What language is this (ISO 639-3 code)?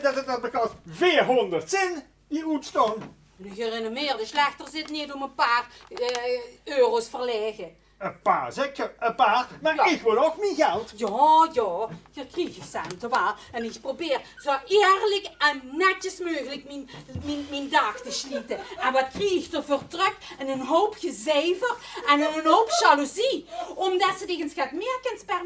lim